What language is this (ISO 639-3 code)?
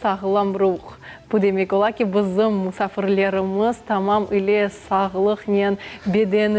crh